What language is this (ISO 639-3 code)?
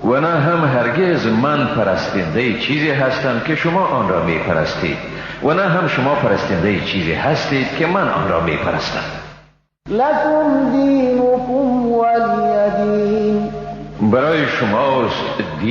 fas